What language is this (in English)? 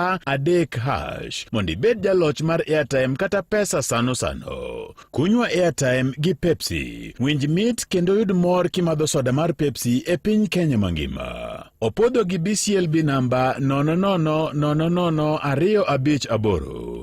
Luo (Kenya and Tanzania)